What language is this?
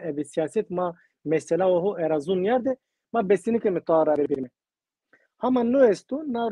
Zaza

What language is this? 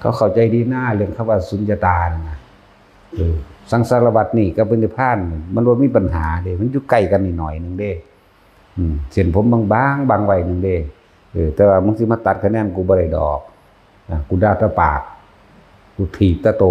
Northeastern Thai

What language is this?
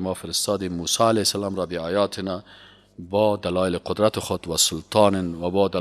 Persian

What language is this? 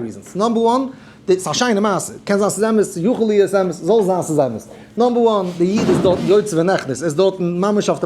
Yiddish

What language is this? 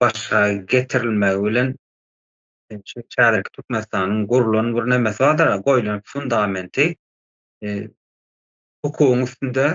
Turkmen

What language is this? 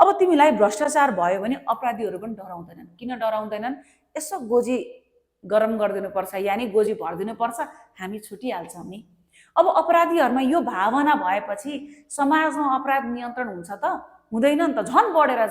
Nepali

